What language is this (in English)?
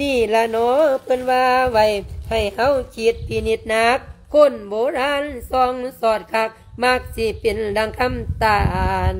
Lao